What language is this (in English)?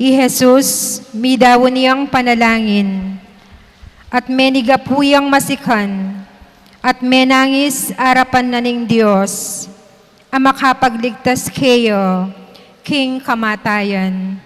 Pampanga